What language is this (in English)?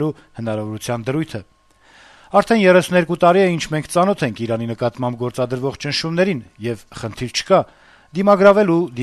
Armenian